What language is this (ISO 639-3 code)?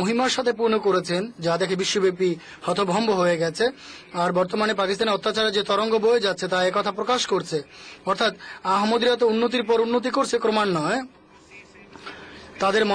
ben